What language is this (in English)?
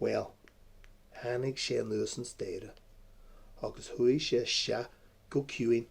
Irish